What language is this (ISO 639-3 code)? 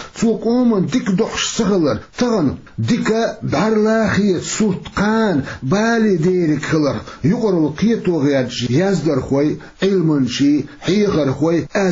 che